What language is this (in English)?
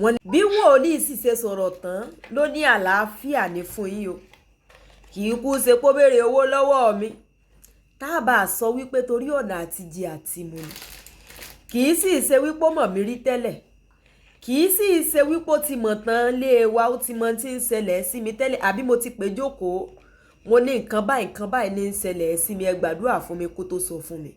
Yoruba